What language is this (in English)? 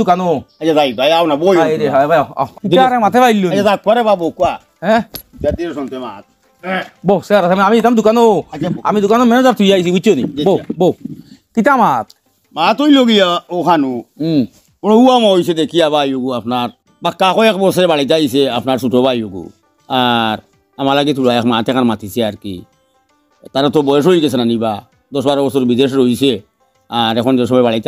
Sylheti